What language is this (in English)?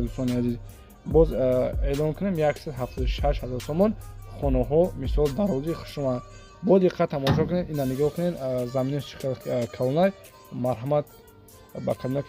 Tajik